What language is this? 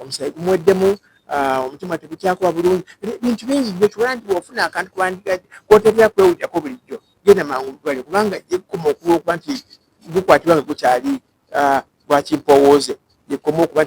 Ganda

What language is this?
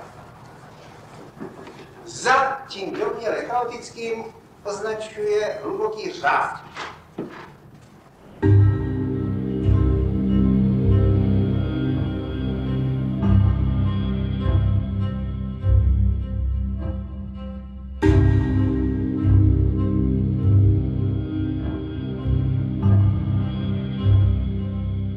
Czech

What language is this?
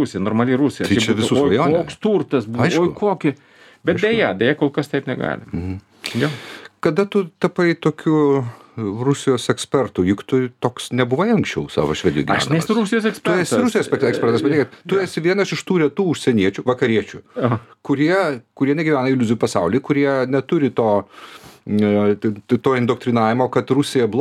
Lithuanian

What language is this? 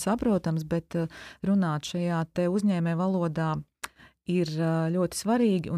Latvian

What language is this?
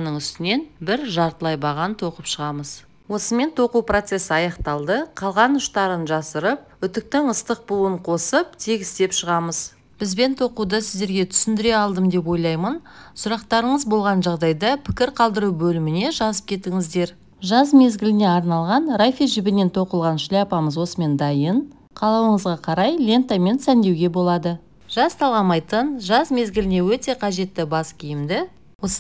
Kazakh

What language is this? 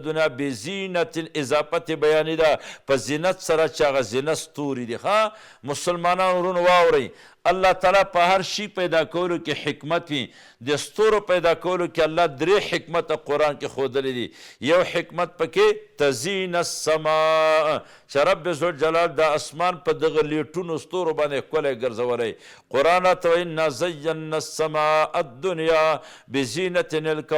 Pashto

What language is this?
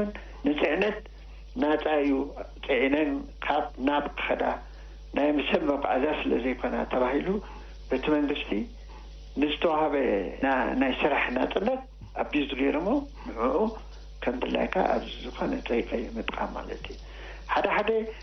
Tigrinya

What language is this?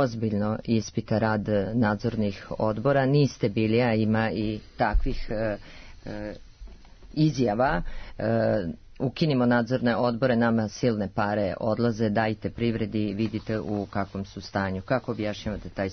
Serbian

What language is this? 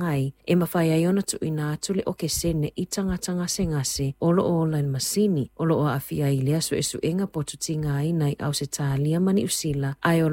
Samoan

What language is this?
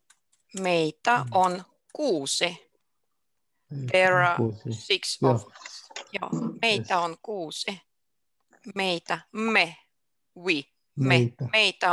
Finnish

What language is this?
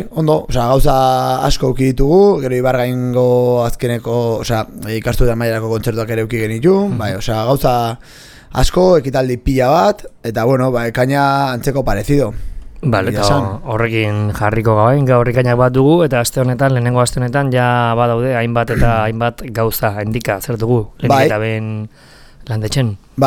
Basque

